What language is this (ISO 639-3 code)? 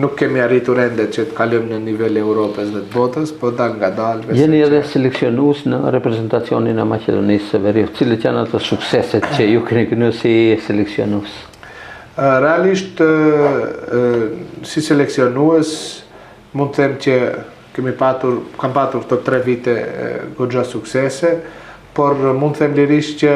sqi